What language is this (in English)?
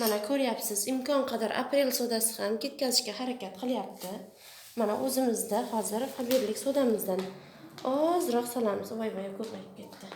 Uzbek